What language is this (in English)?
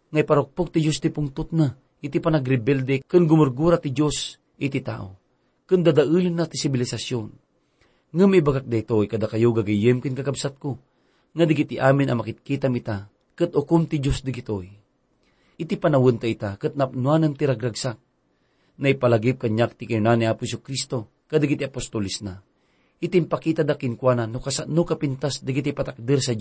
Iloko